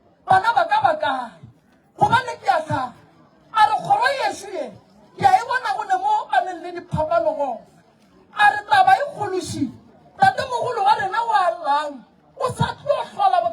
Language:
Northern Sotho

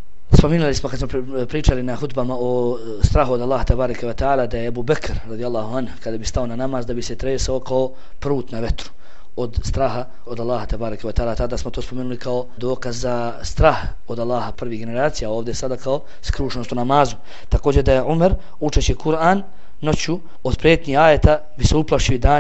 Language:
Bosnian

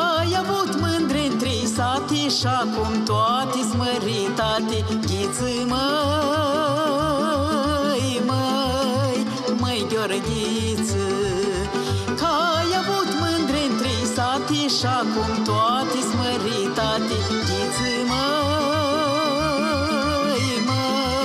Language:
Romanian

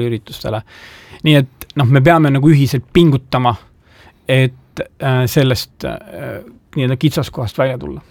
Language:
Estonian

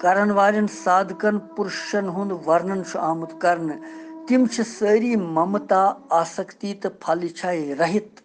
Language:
Kashmiri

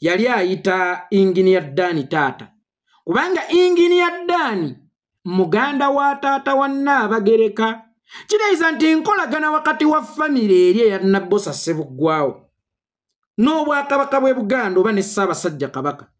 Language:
Ganda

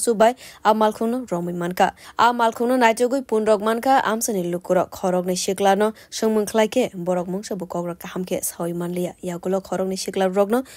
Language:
Kok Borok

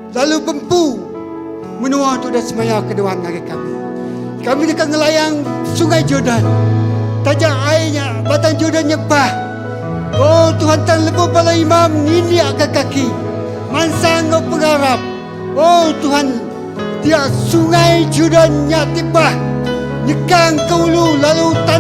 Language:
Iban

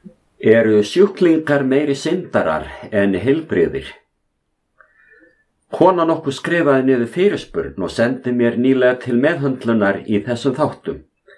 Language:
Icelandic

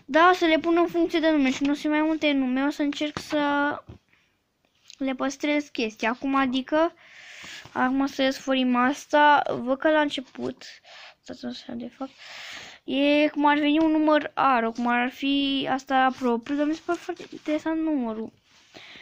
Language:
Romanian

